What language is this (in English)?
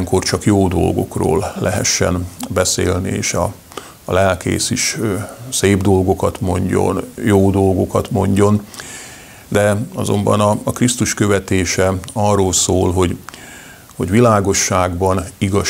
Hungarian